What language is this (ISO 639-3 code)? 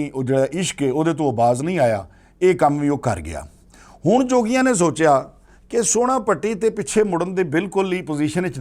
lah